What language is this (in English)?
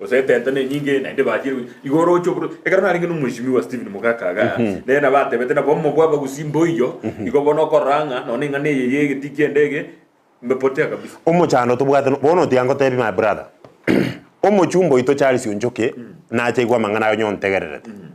Gusii